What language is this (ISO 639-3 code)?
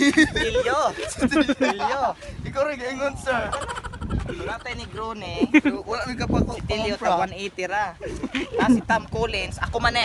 ceb